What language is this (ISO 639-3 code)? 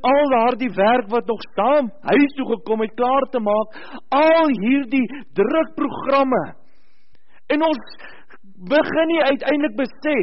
afr